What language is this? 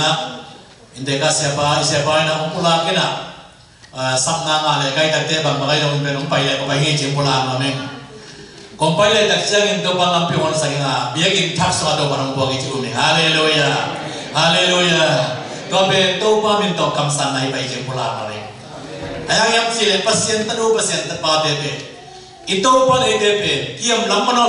Tedim Chin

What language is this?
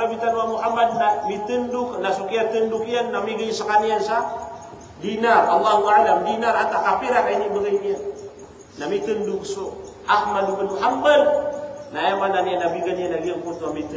Maranao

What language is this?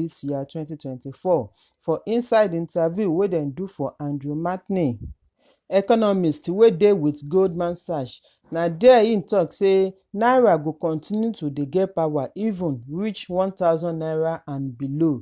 Nigerian Pidgin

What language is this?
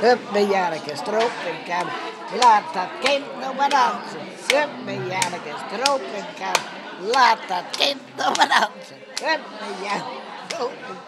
Western Frisian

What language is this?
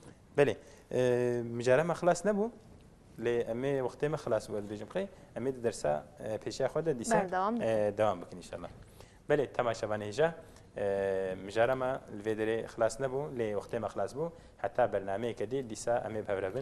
Kurdish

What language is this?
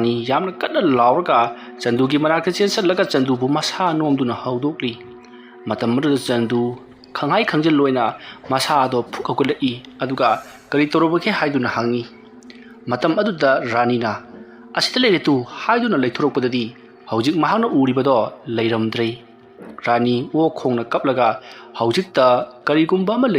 Manipuri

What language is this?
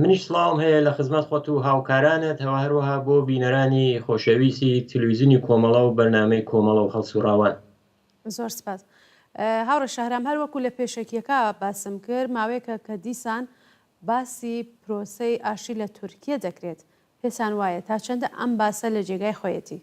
Central Kurdish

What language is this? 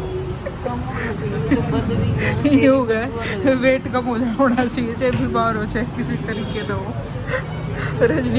Hindi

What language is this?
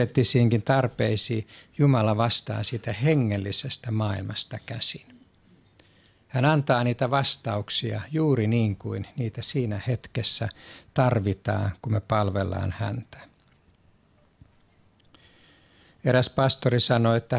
Finnish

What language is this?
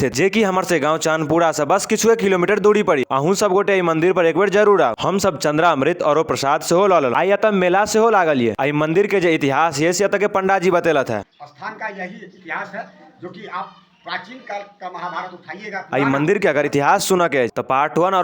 Maithili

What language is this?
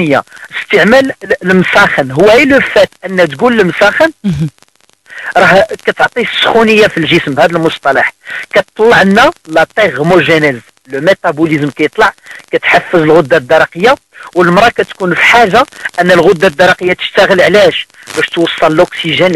Moroccan Arabic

